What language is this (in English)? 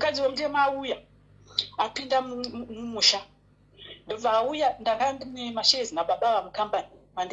Shona